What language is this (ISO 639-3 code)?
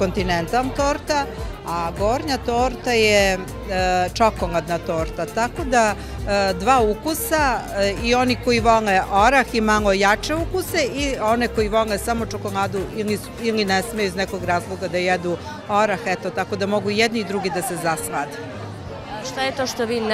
srp